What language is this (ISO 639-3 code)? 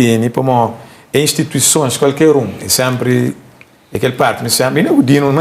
kea